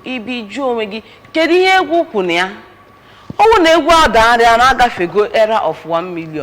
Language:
Igbo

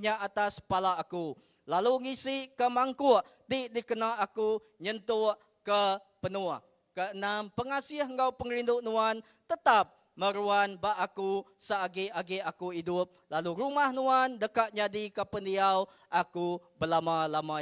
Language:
Iban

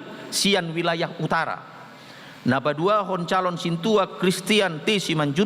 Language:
Batak Toba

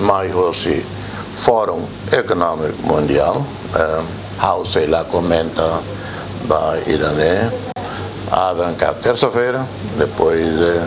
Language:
Tetum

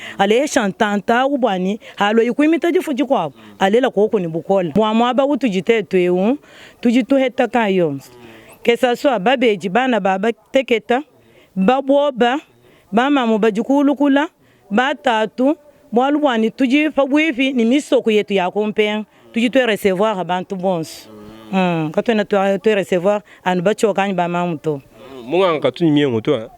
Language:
Luba-Lulua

